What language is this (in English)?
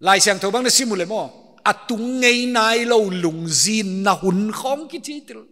Paite Chin